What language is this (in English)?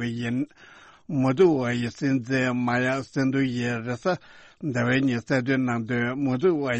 Tibetan